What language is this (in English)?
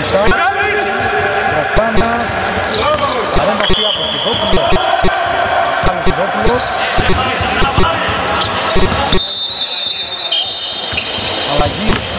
Greek